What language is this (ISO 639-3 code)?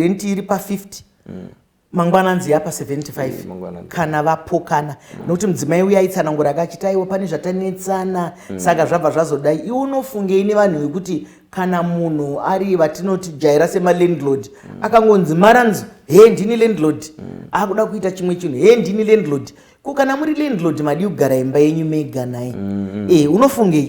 sna